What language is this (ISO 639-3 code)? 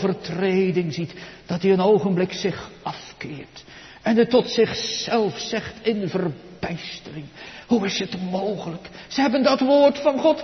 nld